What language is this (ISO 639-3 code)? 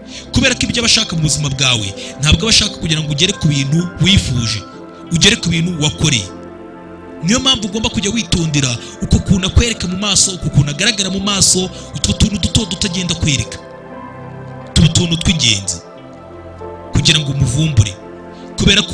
kin